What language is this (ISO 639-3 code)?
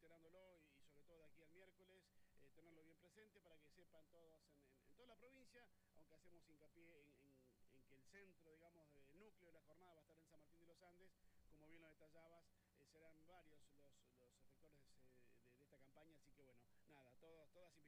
spa